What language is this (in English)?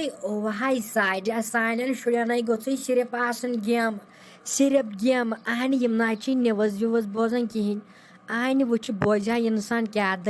Kashmiri